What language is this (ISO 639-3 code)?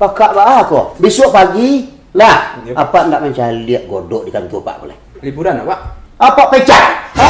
min